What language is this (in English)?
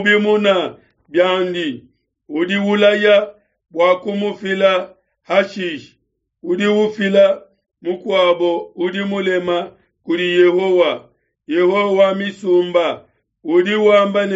Luba-Lulua